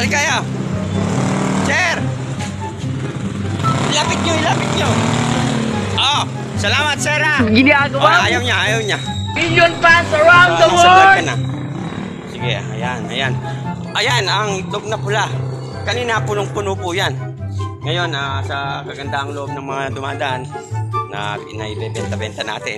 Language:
Filipino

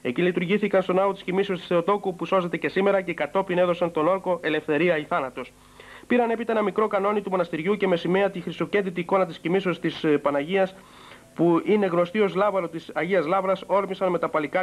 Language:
Greek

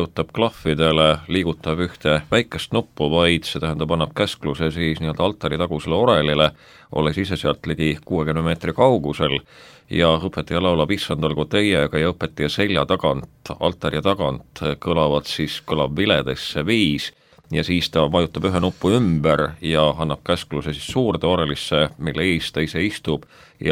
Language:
Estonian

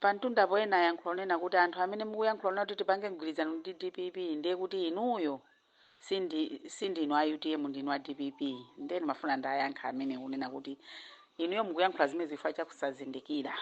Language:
Nyanja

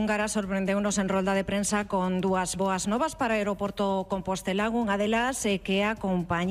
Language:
Galician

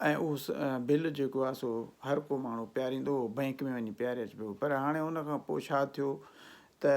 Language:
Sindhi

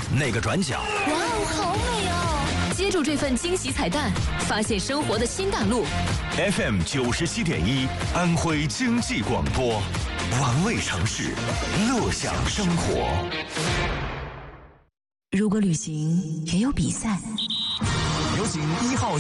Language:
Chinese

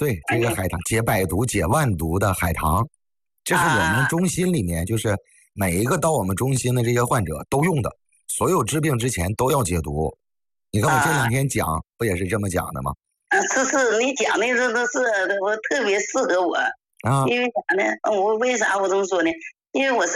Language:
Chinese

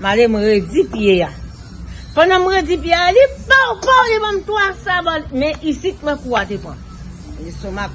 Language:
Haitian Creole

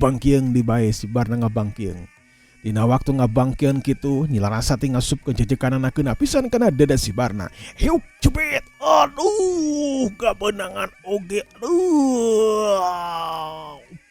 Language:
Sundanese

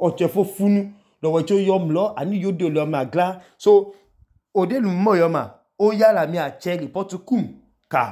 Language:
Idoma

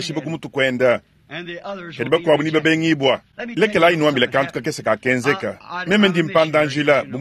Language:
Luba-Lulua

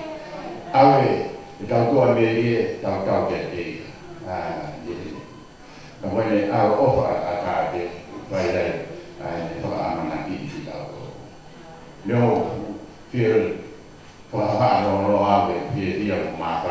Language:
Tongan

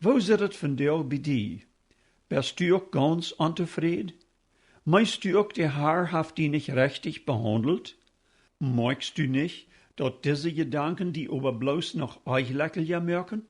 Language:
Plautdietsch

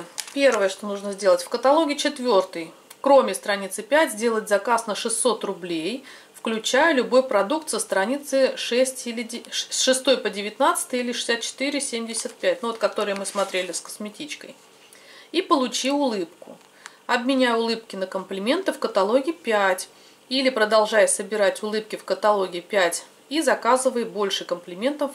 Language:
Russian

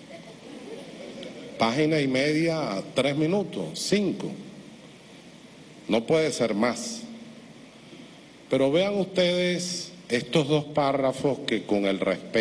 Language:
Spanish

